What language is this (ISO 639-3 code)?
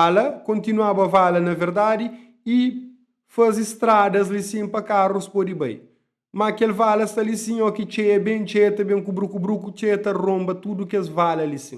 kea